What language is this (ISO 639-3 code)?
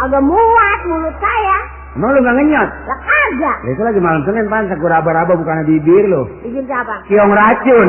bew